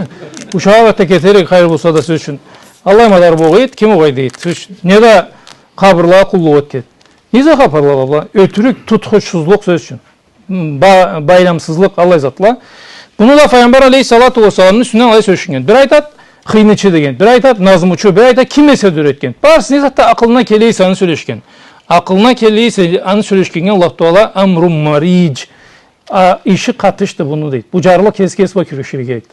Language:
Karachay-Balkar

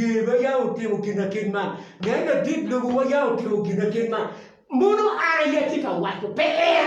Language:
Acoli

